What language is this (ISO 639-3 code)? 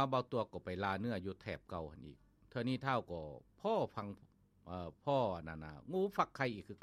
lao